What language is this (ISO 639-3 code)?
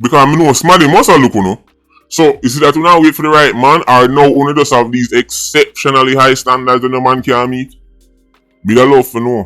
jam